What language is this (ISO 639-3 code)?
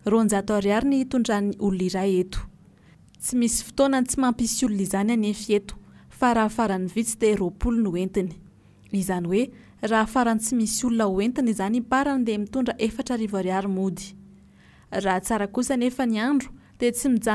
mlg